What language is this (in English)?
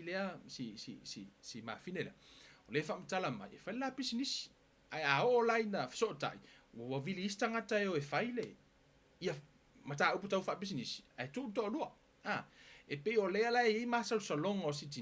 Samoan